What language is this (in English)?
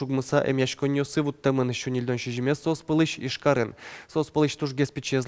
Udmurt